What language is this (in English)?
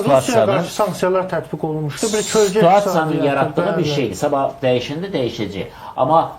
Azerbaijani